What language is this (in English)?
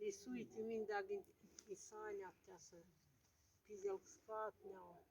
Moksha